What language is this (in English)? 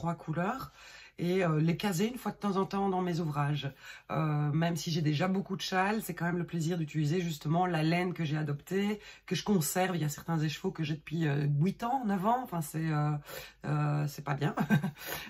French